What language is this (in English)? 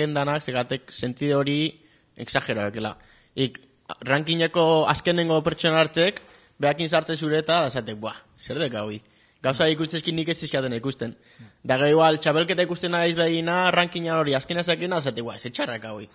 Basque